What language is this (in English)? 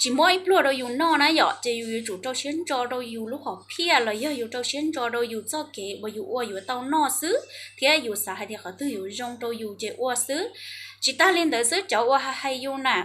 Hmong